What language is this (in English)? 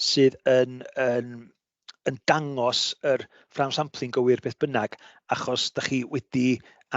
Welsh